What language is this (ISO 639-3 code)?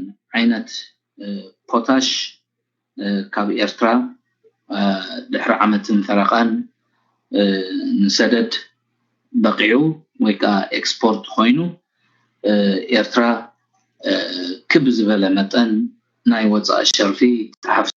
tir